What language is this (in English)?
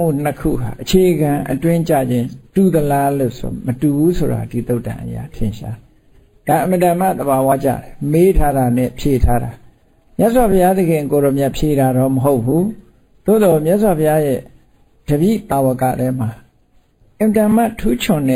Burmese